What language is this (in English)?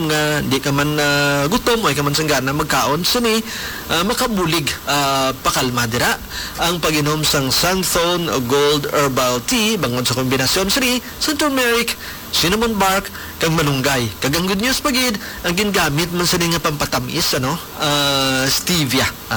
Hiligaynon